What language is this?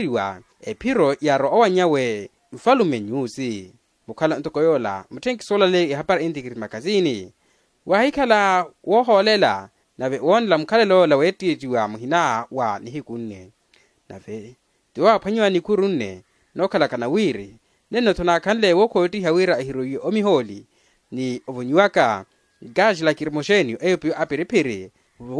Makhuwa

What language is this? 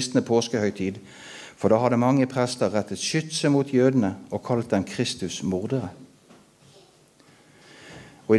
Norwegian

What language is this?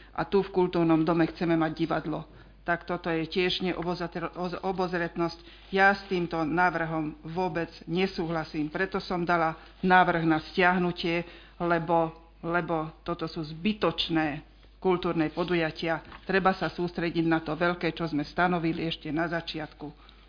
Slovak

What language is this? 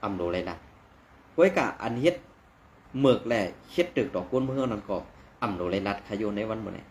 Shan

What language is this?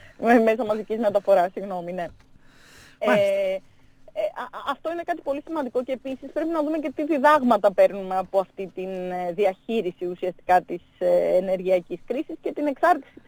Greek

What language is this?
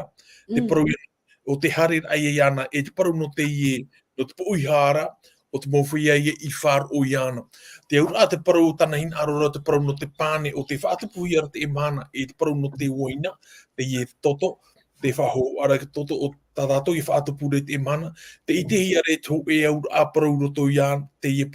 Tahitian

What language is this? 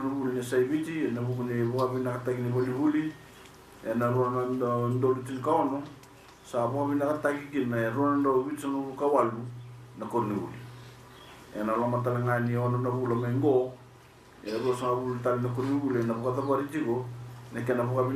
Fijian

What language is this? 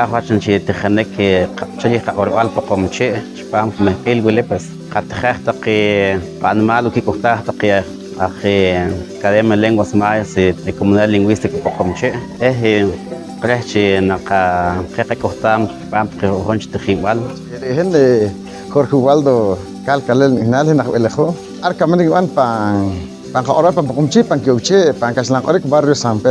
Poqomchi'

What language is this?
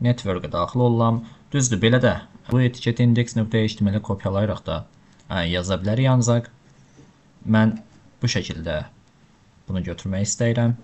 Azerbaijani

